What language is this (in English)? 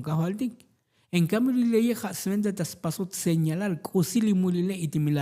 Tzotzil